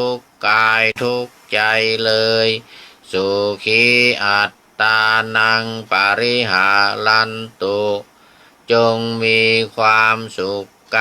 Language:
Pali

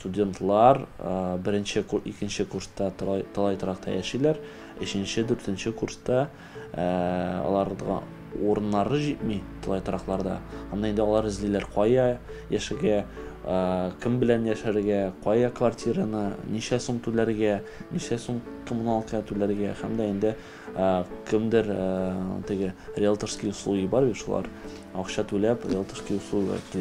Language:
Tatar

